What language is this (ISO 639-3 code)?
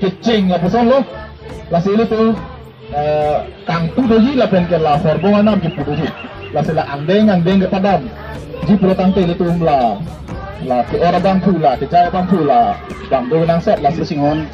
mjw